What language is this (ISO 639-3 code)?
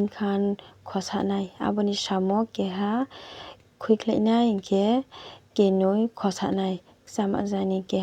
ria